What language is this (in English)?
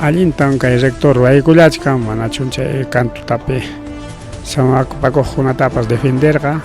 Ayacucho Quechua